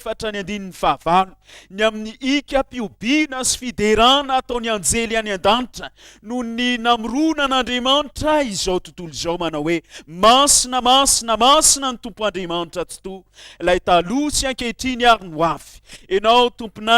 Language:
Malagasy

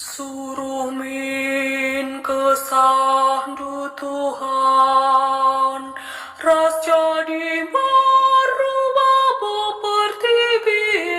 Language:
Batak Karo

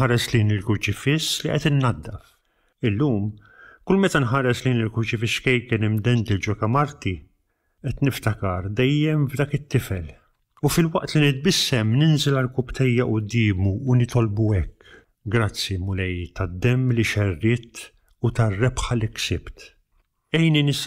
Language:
Maltese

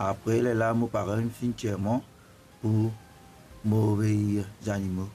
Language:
Morisyen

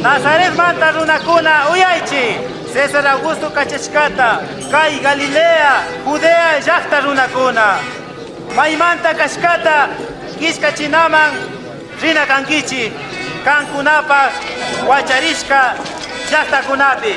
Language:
Chimborazo Highland Quichua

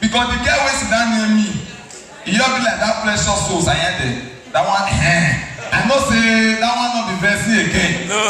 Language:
Nigerian Pidgin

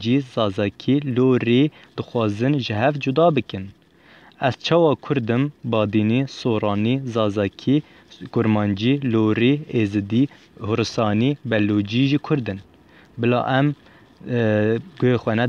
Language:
Kurdish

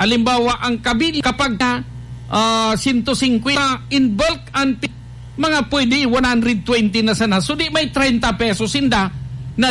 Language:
Bikol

